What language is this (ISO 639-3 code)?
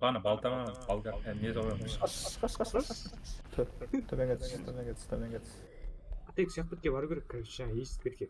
kaa